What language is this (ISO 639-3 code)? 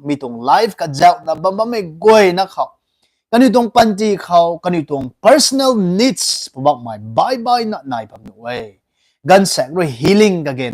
nbu